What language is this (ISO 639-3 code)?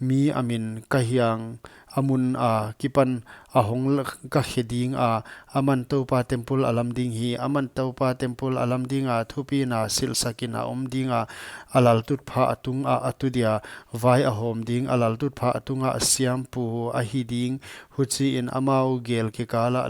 pck